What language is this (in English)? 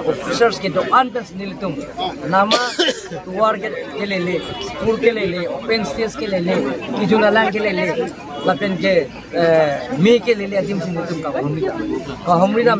Karbi